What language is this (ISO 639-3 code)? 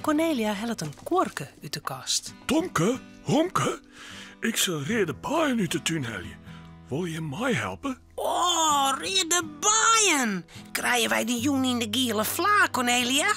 fry